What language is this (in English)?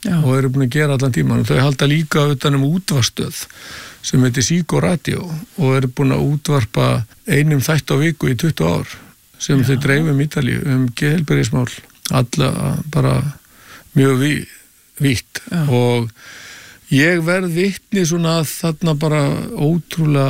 Icelandic